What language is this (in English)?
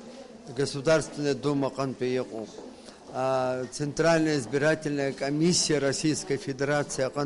Abkhazian